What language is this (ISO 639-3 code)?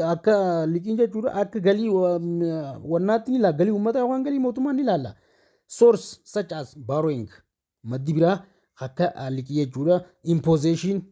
orm